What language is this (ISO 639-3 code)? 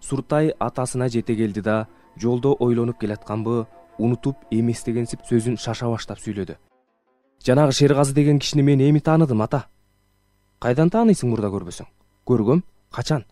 kir